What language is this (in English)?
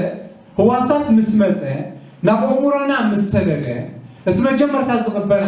Tigrinya